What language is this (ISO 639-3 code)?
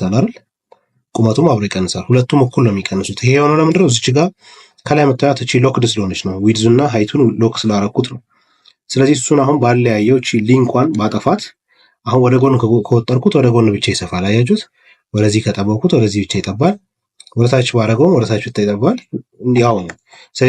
amh